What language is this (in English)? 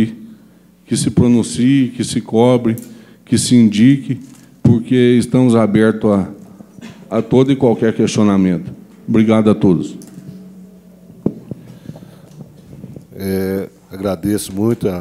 Portuguese